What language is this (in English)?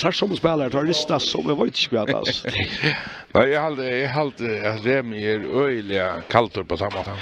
Faroese